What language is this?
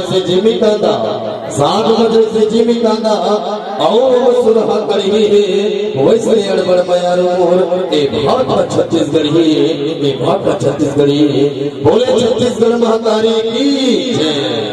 Chhattisgarhi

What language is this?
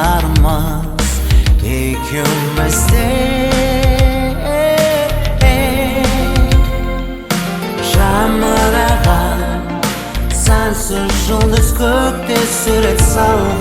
Kazakh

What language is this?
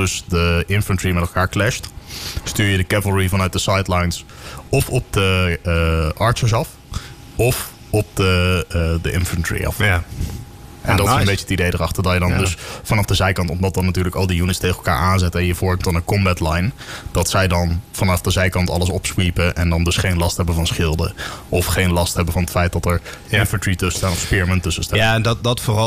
Dutch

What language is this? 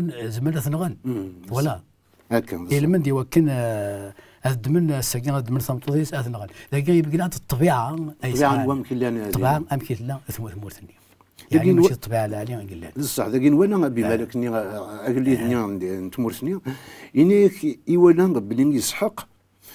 Kabyle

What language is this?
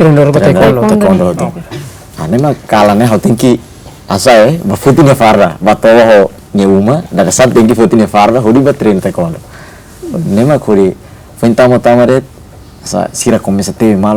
Tetum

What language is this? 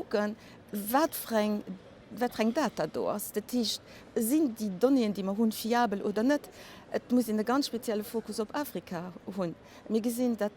Luxembourgish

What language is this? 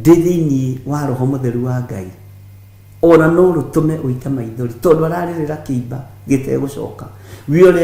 Kikuyu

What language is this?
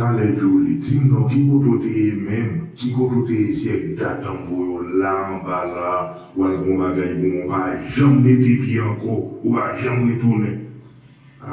Haitian Creole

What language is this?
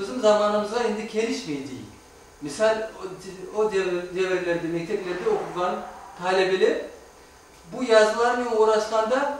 Crimean Tatar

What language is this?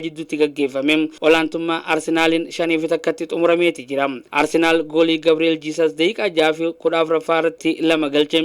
Oromo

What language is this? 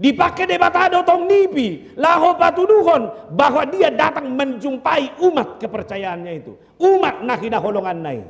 Batak Toba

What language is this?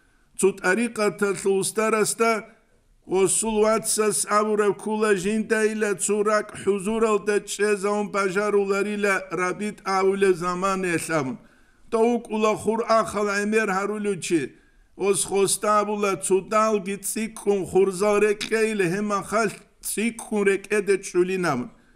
Avaric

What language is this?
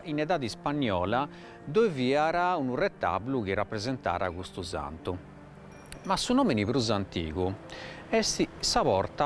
Sardinian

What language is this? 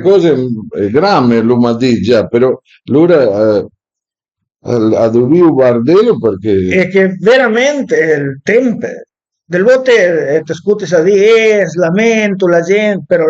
Piedmontese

